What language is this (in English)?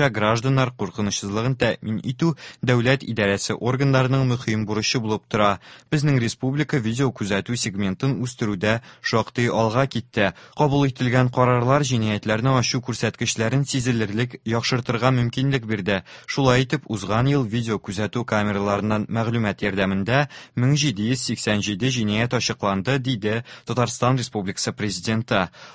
Tatar